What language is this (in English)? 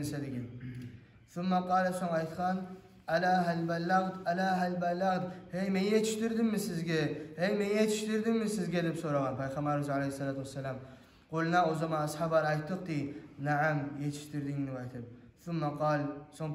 Kumyk